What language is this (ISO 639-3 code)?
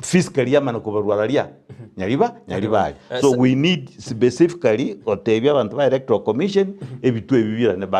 guz